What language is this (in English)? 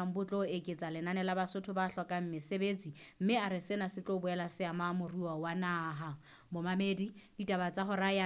Southern Sotho